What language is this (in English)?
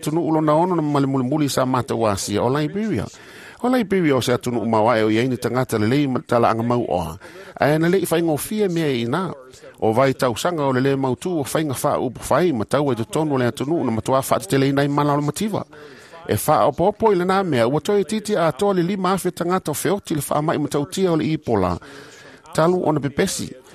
Samoan